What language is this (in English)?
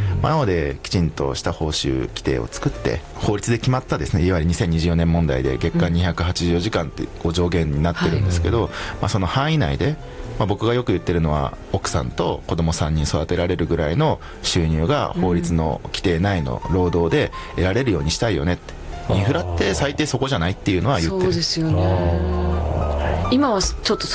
Japanese